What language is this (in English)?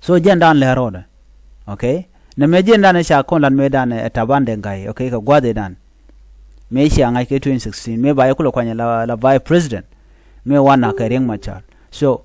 Nuer